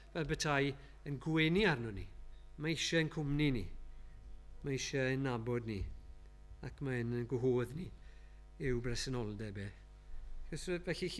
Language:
Welsh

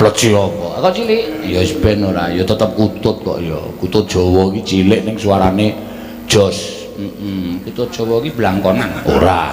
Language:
Javanese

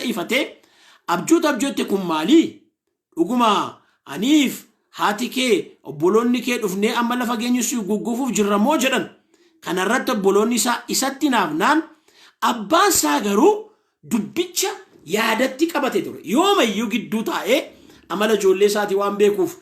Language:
Oromo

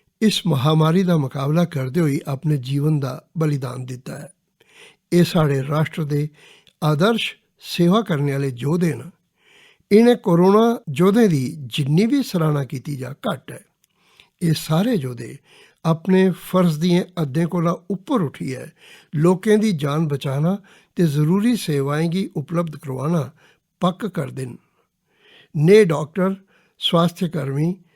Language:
Dogri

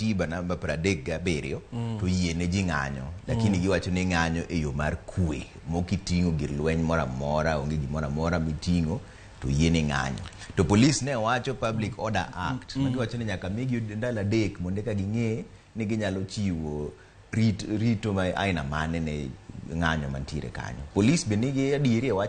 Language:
Luo (Kenya and Tanzania)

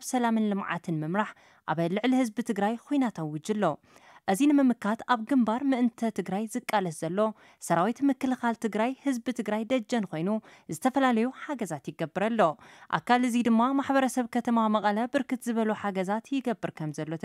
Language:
Tigrinya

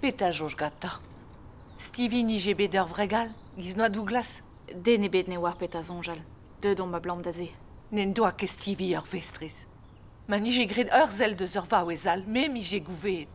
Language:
Breton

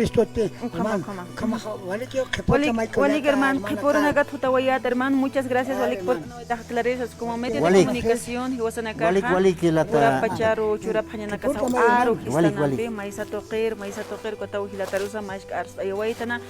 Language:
Aymara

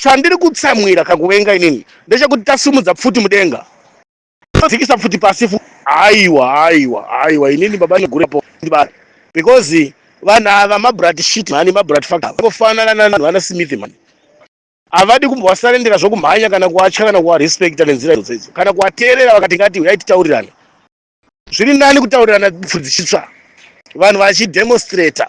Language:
Shona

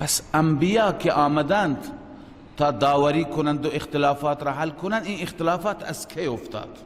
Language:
Persian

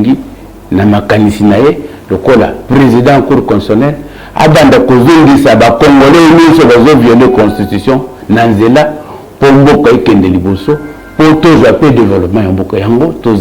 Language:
Lingala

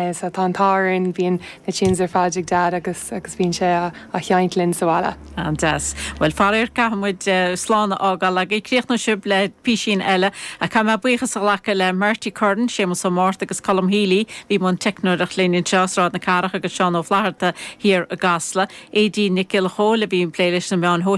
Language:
Irish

